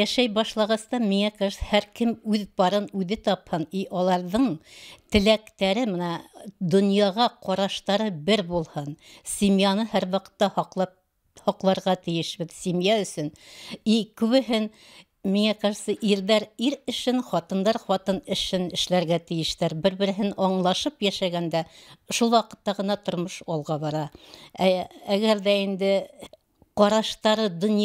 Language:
Bashkir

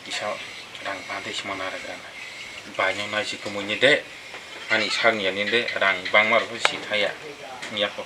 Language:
Kok Borok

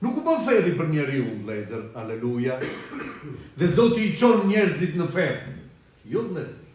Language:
Albanian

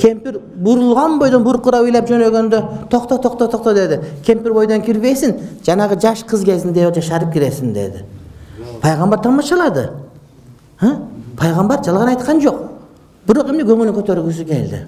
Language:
Kyrgyz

